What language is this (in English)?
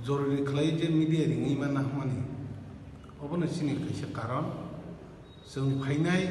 Kok Borok